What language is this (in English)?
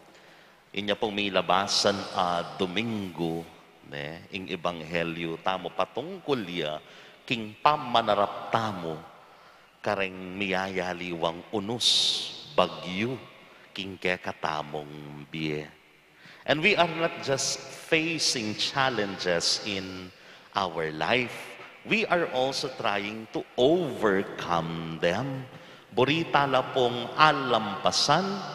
Pampanga